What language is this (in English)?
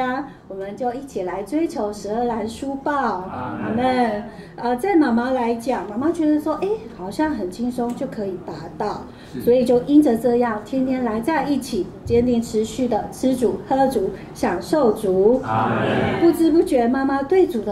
Chinese